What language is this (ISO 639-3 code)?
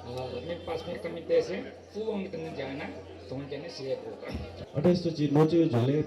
new